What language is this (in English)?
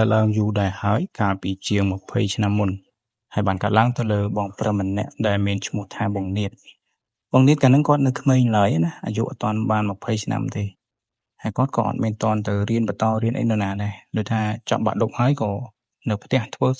Khmer